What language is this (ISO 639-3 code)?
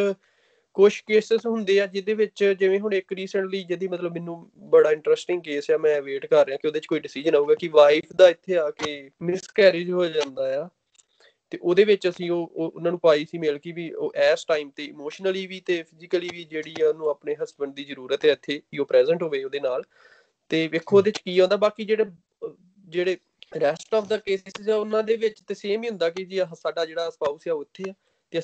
pan